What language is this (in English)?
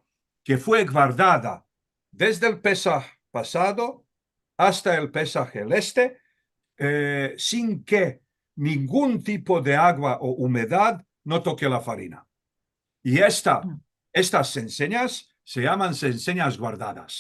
Ladino